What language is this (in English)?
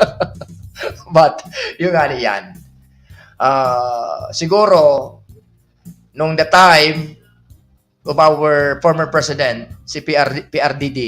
Bikol